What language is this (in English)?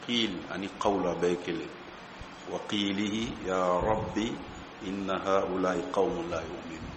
Bambara